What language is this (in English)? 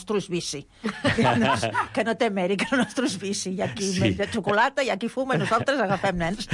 Catalan